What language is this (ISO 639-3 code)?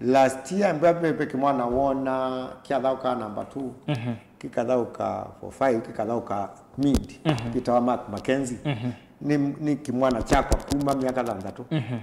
kam